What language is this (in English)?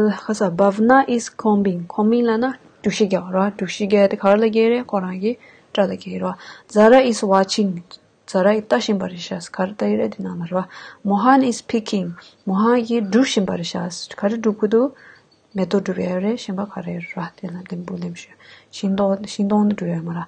Tibetan